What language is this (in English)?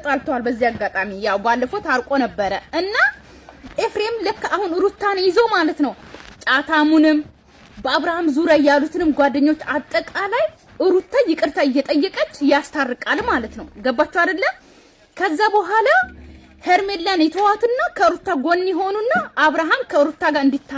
Amharic